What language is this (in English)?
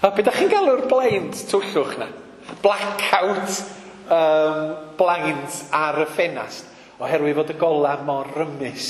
Welsh